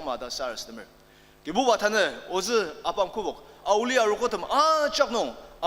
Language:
Ao Naga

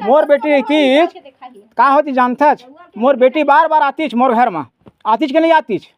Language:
Chhattisgarhi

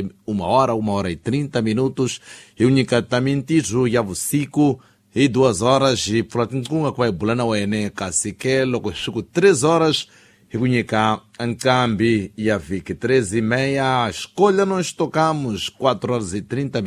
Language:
Tsonga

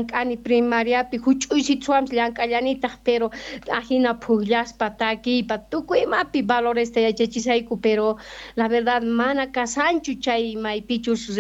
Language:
South Bolivian Quechua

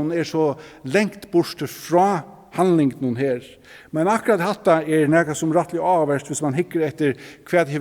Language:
Faroese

